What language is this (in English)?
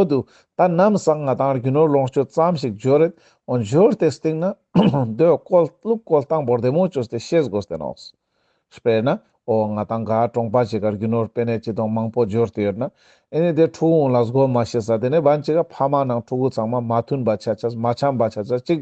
Ladakhi